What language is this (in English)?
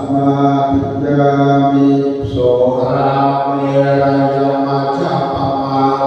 Pali